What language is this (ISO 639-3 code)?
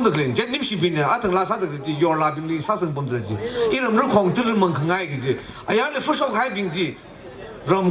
nmf